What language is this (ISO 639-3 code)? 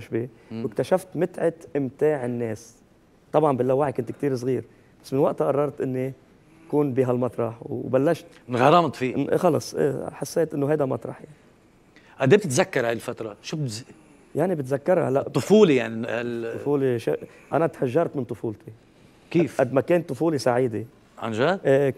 apc